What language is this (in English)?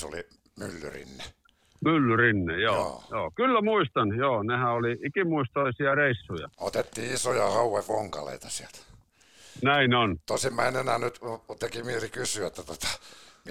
Finnish